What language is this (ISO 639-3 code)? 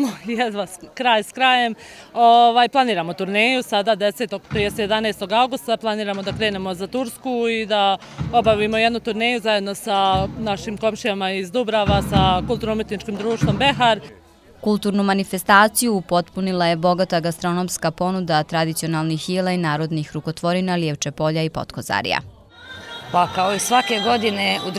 bos